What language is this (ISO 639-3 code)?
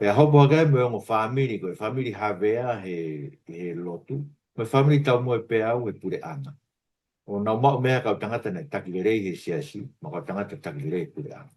ton